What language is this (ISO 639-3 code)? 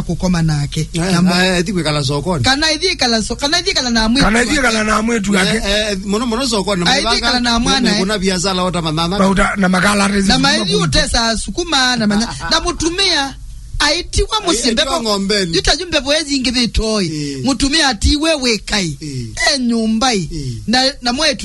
kam